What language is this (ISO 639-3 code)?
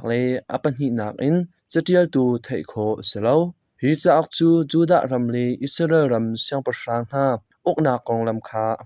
cnh